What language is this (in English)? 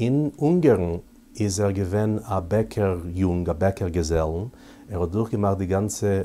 Yiddish